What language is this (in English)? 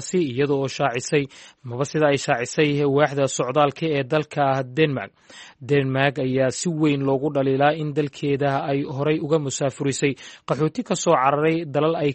Somali